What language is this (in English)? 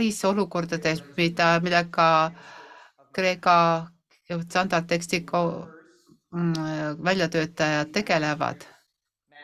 Estonian